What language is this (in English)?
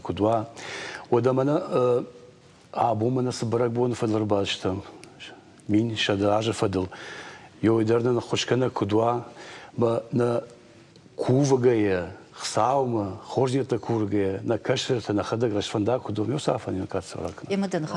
Ossetic